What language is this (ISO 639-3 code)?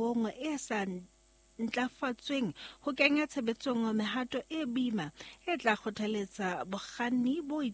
sot